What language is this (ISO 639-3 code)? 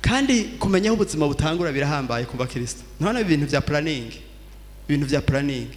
run